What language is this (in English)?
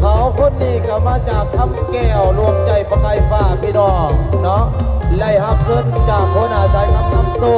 Northeastern Thai